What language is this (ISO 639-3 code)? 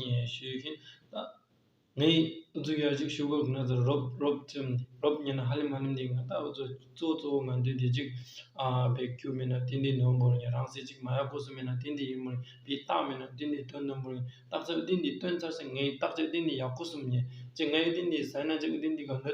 bod